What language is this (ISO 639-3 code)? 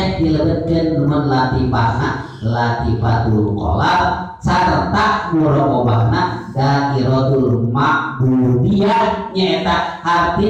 sun